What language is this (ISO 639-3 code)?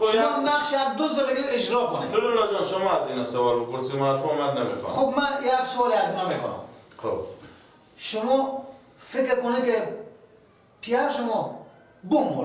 fas